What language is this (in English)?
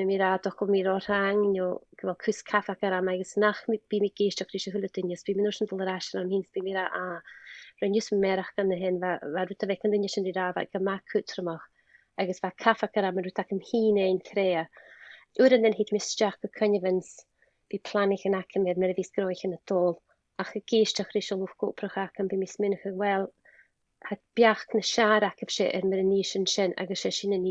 Scottish Gaelic